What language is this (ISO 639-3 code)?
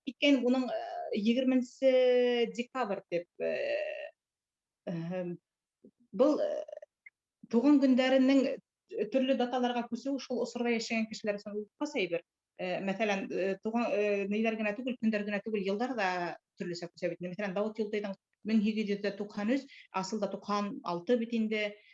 bak